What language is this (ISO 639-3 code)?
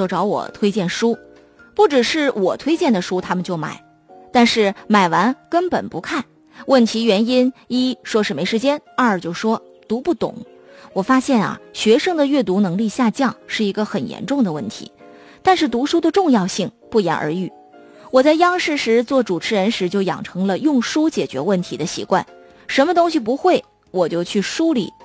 zho